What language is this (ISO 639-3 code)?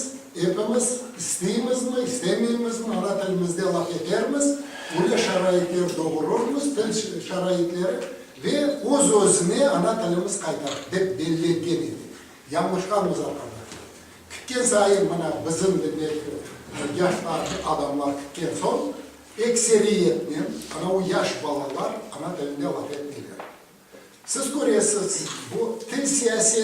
crh